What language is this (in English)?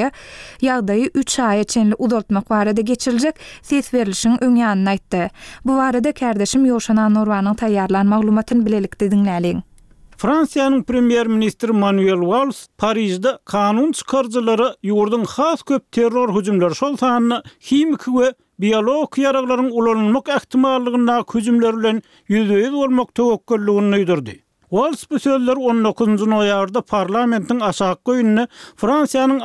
Turkmen